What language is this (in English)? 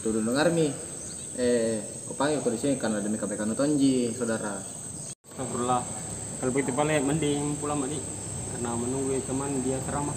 Makassar Malay